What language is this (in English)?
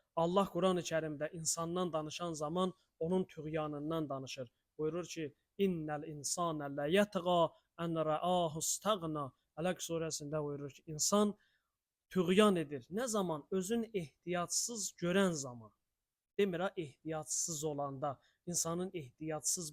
Azerbaijani